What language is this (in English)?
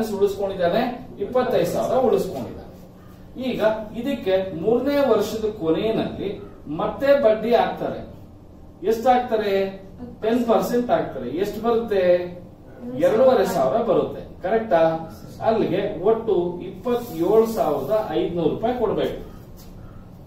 Kannada